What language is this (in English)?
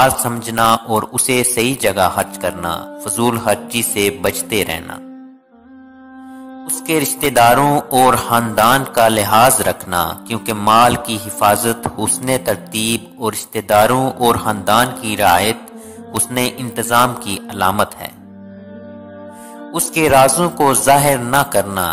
Urdu